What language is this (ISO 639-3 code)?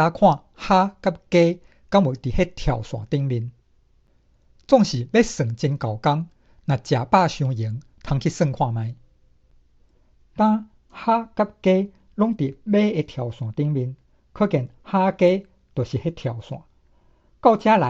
nan